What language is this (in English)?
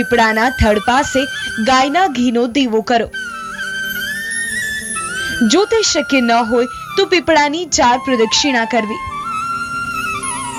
Gujarati